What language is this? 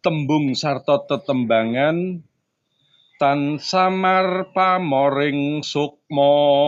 Javanese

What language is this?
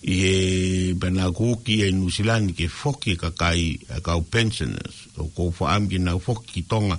Tongan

